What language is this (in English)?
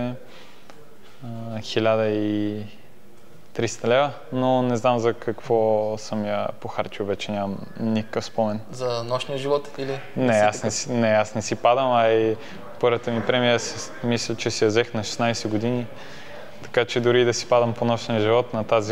Bulgarian